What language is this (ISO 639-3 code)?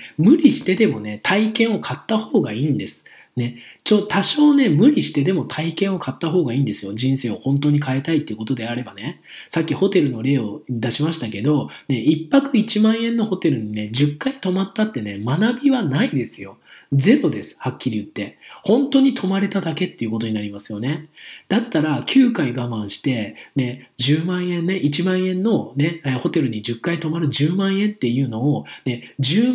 jpn